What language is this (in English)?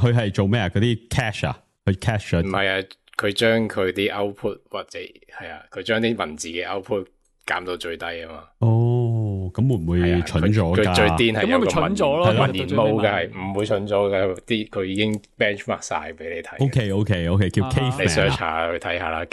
Cantonese